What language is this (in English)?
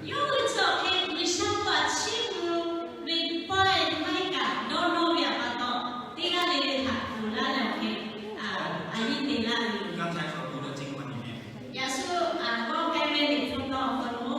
Lahu